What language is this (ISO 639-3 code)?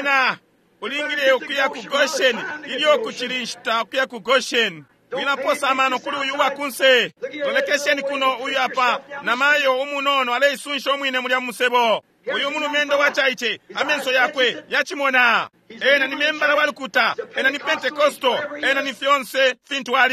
bem